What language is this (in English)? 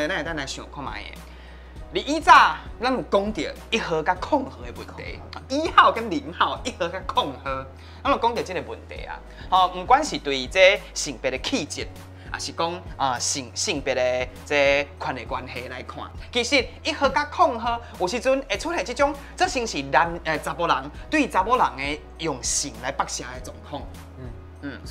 Min Nan Chinese